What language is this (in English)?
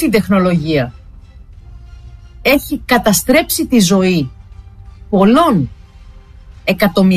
Greek